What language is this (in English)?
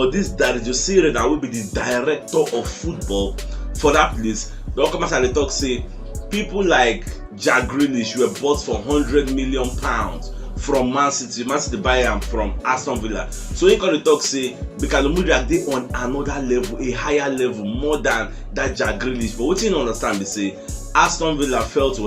Nigerian Pidgin